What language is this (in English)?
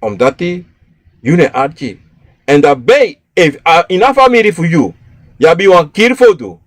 Sranan Tongo